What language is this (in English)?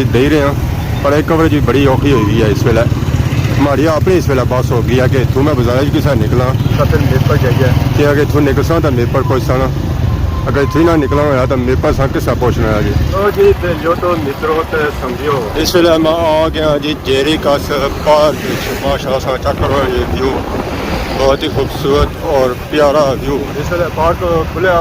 Pahari-Potwari